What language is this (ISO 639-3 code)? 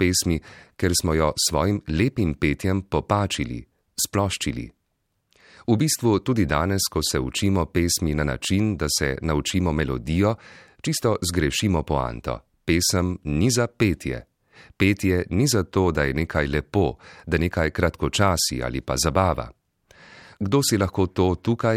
slv